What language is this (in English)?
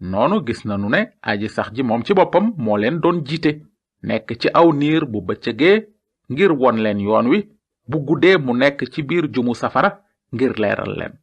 Wolof